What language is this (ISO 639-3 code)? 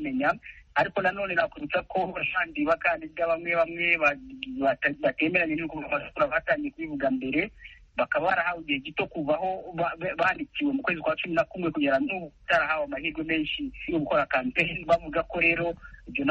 kin